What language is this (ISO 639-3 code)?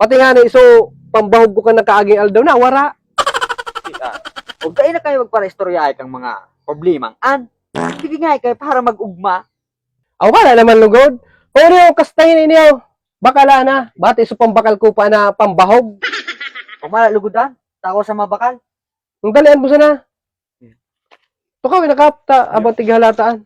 bik